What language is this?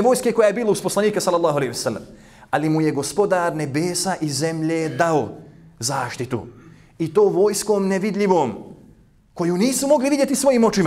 Bosnian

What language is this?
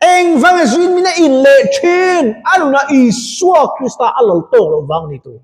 Mizo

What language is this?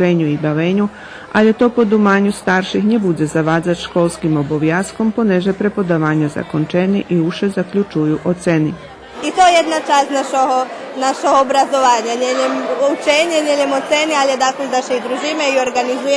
Rusyn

